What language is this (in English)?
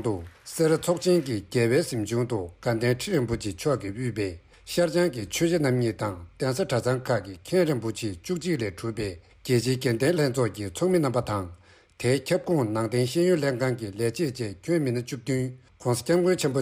Tibetan